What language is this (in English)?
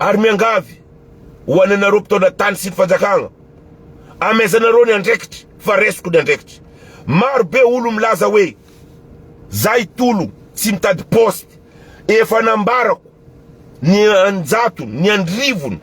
Malagasy